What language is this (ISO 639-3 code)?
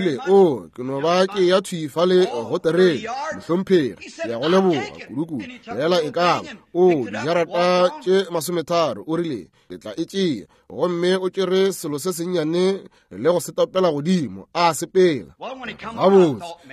nso